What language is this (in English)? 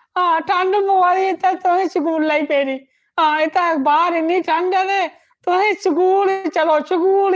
Dogri